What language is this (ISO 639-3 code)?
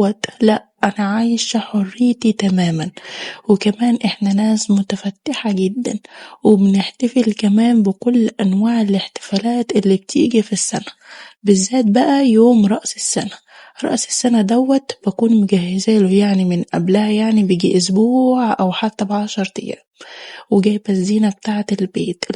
arz